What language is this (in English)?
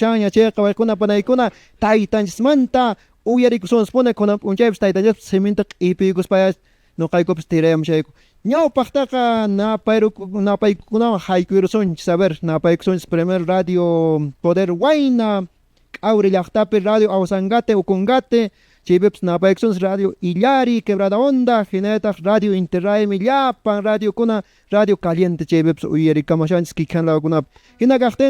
Quechua